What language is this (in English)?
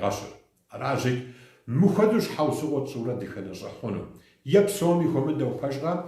Kabardian